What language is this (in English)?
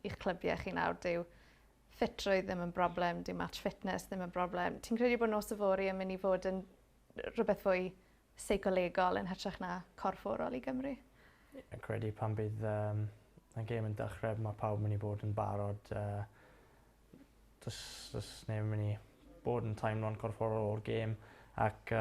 Welsh